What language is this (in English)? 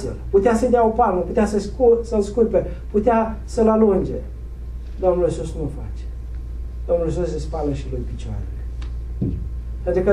Romanian